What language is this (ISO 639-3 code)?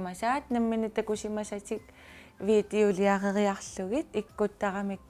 kal